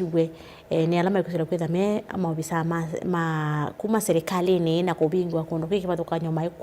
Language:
Kamba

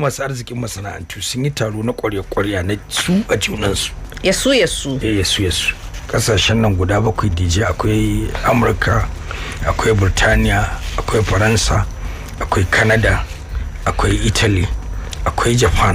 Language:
Hausa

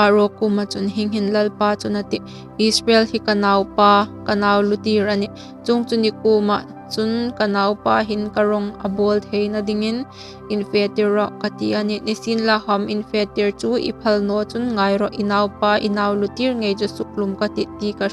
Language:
Hmar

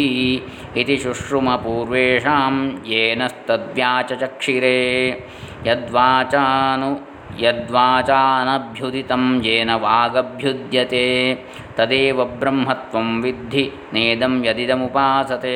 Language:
Sanskrit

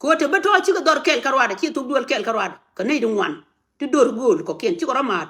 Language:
Nuer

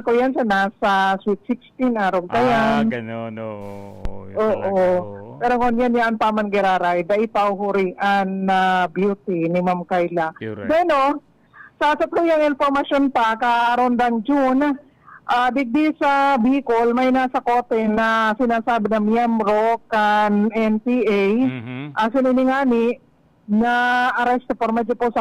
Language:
Bikol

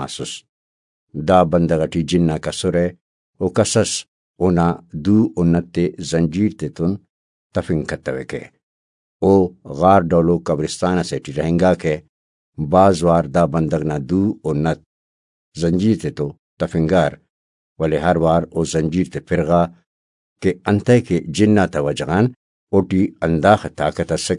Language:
Brahui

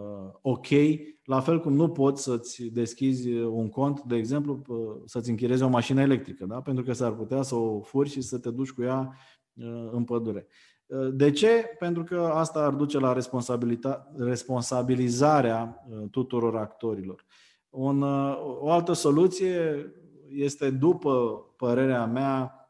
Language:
Romanian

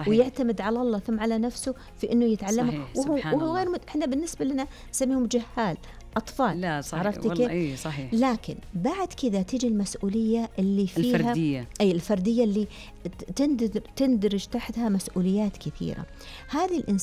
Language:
Najdi Arabic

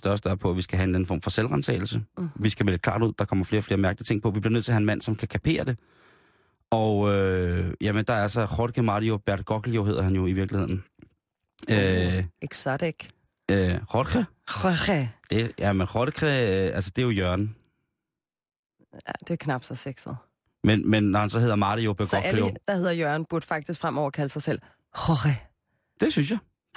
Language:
Danish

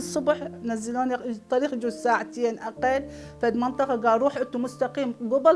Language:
Mesopotamian Arabic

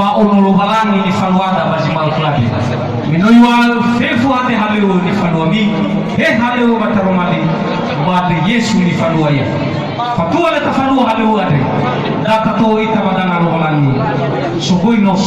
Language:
Nias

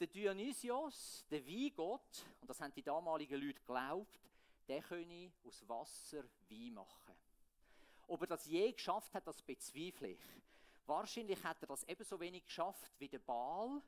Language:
Swiss German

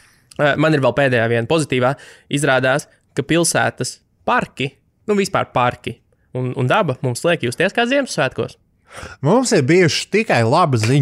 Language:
Latvian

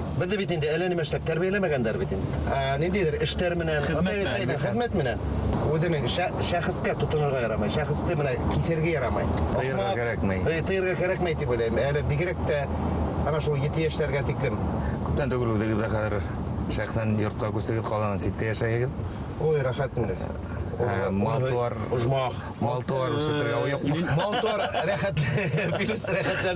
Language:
Bashkir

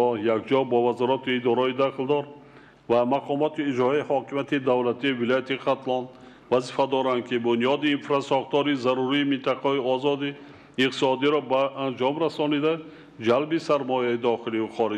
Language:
Tajik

